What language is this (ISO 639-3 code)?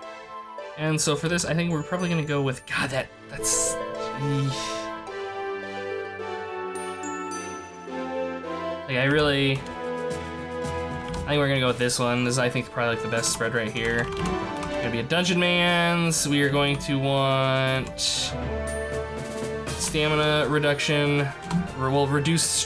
eng